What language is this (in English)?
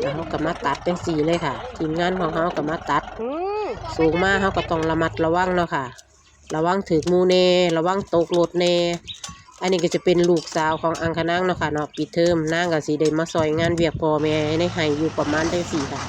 Northeastern Thai